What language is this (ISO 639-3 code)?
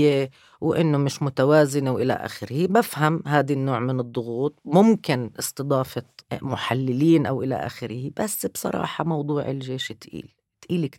apc